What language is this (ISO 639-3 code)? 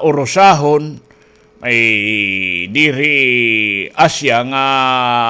war